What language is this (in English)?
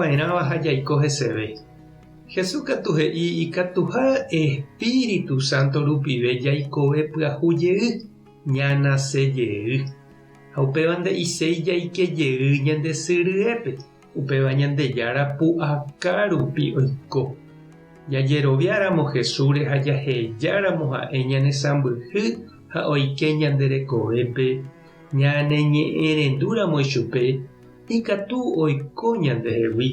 Guarani